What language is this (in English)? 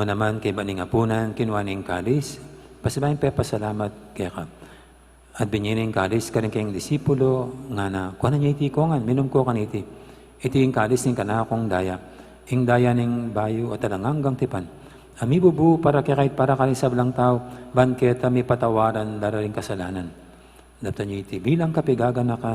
Pampanga